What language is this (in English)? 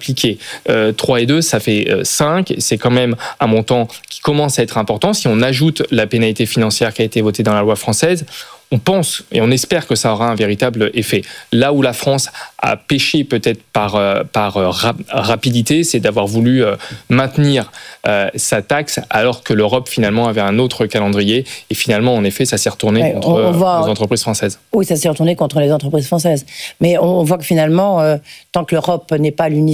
French